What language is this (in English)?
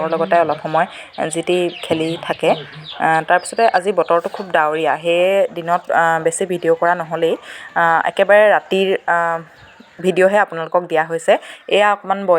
Assamese